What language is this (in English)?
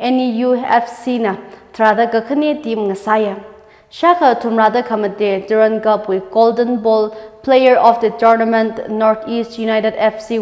Tangkhul Naga (India)